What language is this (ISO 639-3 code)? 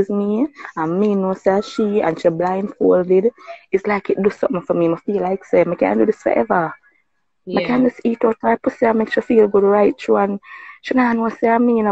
jam